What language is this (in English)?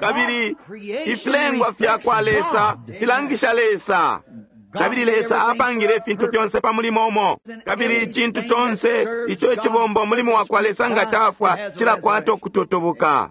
Bemba